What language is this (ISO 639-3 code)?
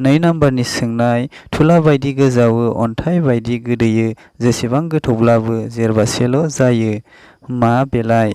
brx